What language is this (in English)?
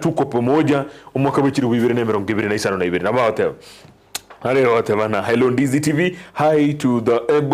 Gusii